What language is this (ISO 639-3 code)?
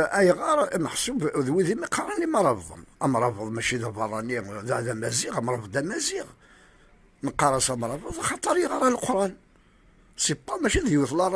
kab